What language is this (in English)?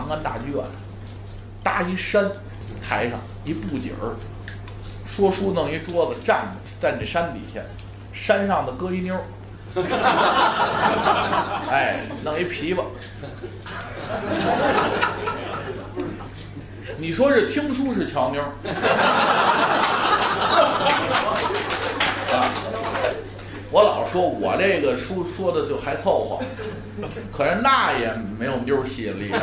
Chinese